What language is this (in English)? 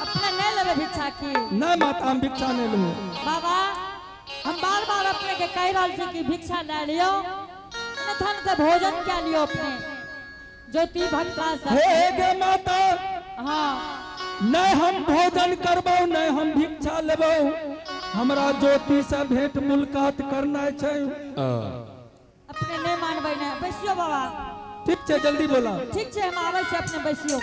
Angika